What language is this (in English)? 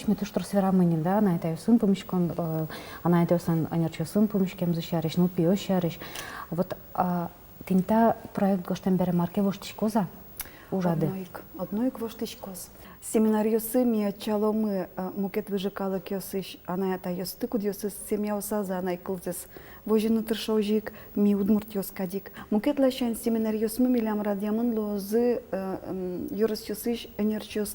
Udmurt